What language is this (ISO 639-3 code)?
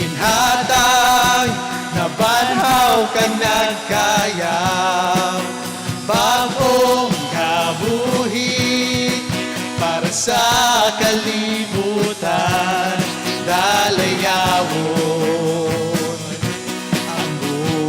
hil